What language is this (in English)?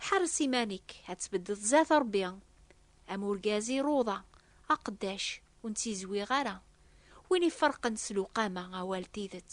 Kabyle